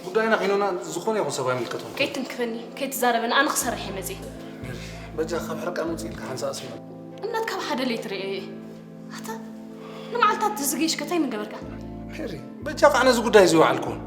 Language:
Tigrinya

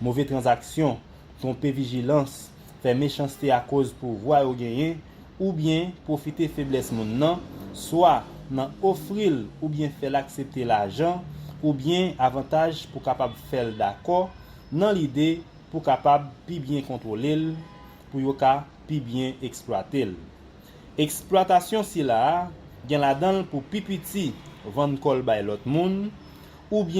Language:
Haitian Creole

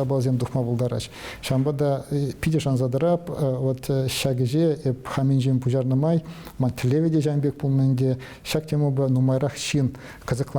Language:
Chuvash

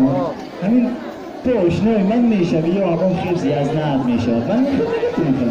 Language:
Tajik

